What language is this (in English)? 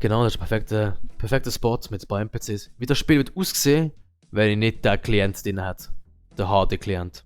Swiss German